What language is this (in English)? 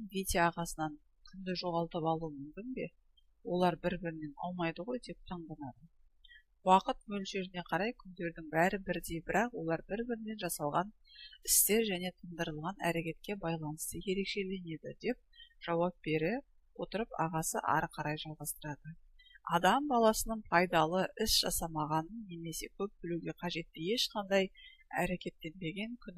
Kazakh